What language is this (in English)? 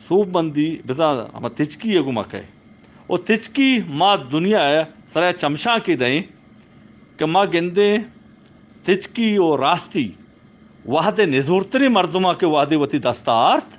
Eastern Balochi